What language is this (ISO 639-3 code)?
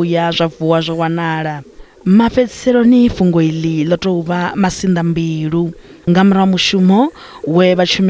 ven